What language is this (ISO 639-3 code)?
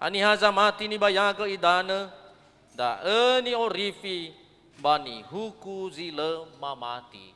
nia